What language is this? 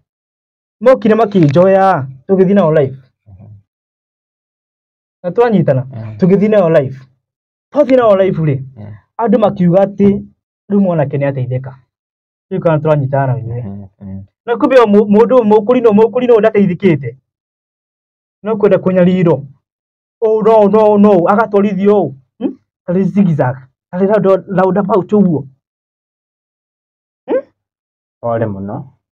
Kikuyu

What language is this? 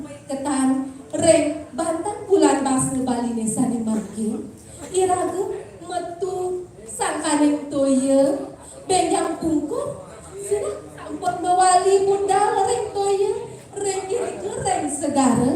Balinese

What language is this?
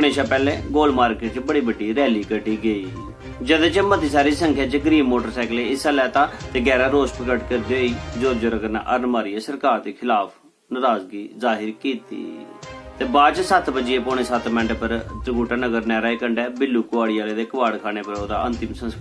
Dogri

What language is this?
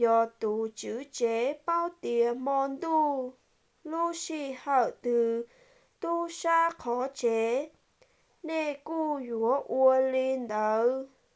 Hmong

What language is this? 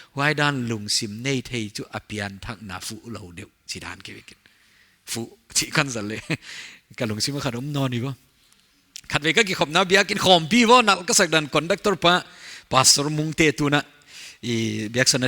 Paite Chin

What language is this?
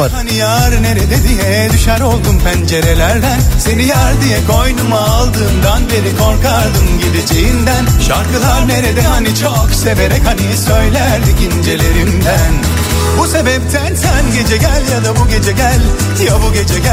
Turkish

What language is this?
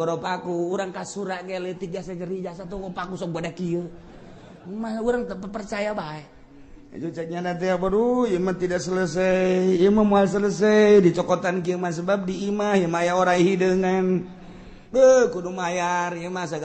Sundanese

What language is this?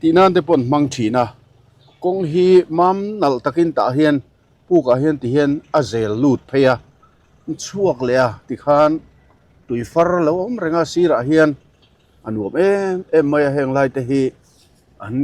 Mizo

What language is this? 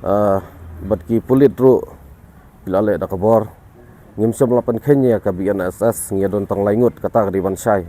Khasi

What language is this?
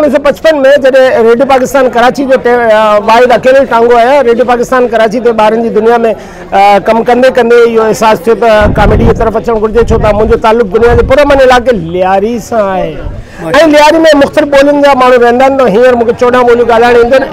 Sindhi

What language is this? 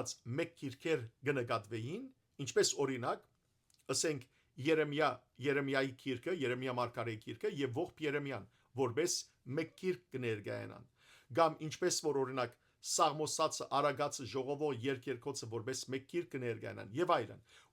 Western Armenian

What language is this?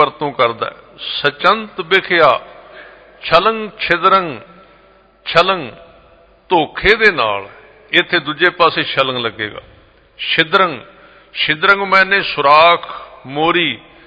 Punjabi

